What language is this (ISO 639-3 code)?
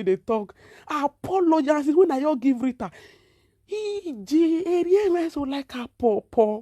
pcm